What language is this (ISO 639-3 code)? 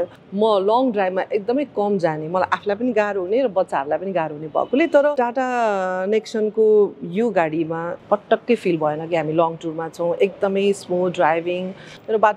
nep